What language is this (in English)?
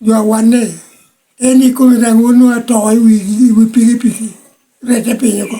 Lango (Uganda)